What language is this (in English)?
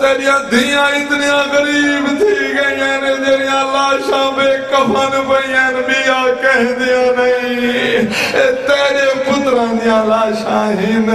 Saraiki